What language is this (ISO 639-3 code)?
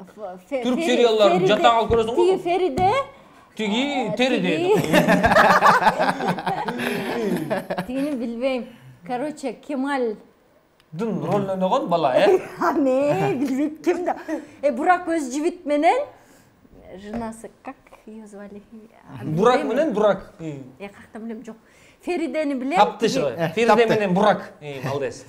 kir